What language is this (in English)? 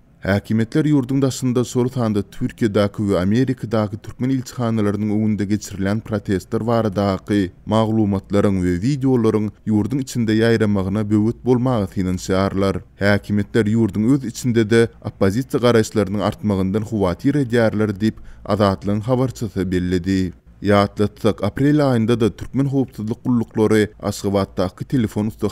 Turkmen